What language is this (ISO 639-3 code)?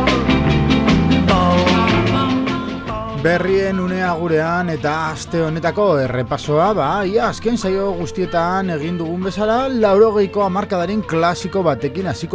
eus